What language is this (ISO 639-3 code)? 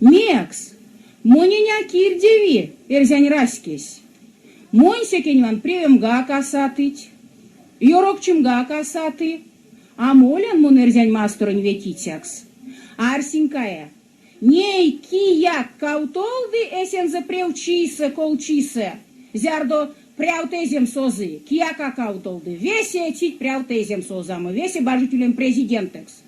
myv